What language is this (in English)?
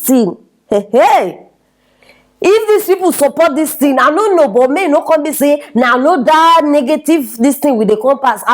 Nigerian Pidgin